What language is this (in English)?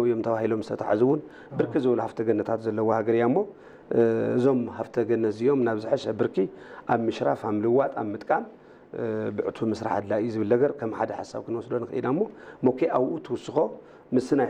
Tigrinya